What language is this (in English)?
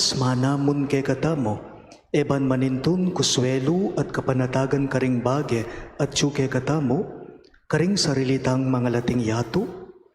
Pampanga